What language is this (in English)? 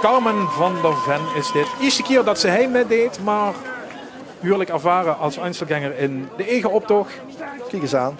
Limburgish